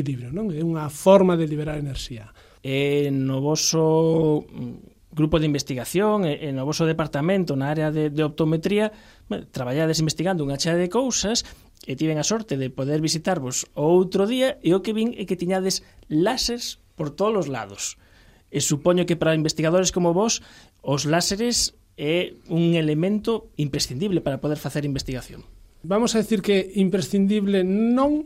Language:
Galician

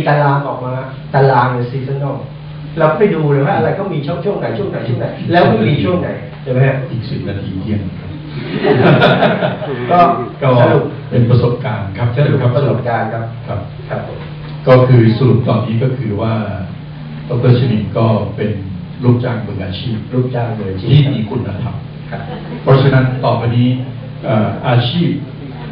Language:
Thai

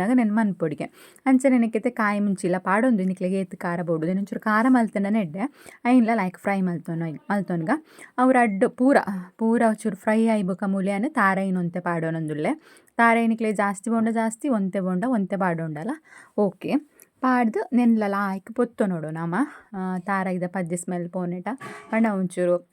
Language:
Tulu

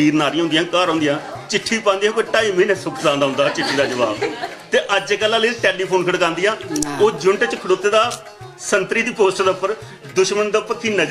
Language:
Dogri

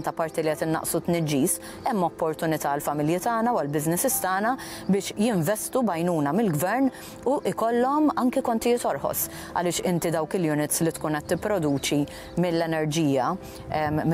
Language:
Maltese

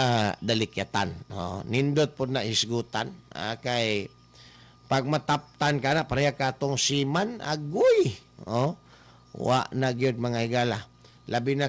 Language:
Cebuano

